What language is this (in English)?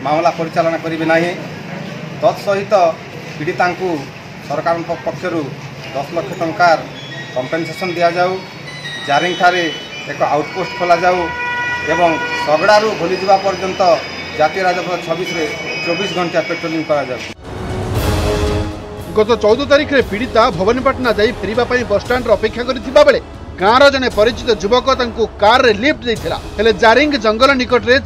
Odia